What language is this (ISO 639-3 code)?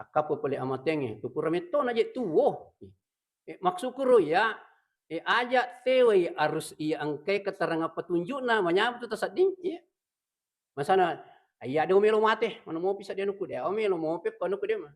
bug